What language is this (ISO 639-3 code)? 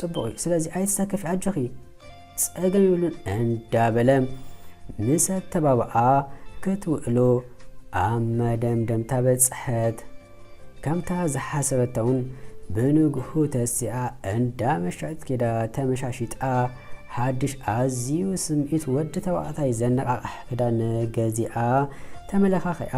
tir